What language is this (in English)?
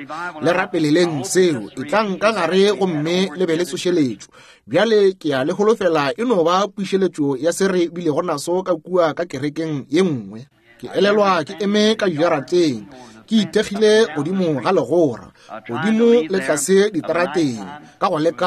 Northern Sotho